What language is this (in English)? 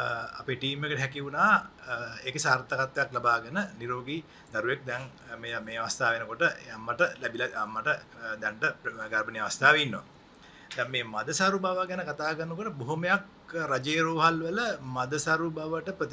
Sinhala